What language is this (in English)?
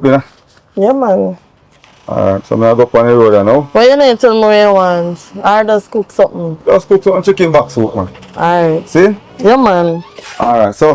Jamaican Creole English